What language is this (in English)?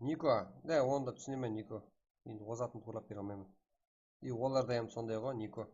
Kara-Kalpak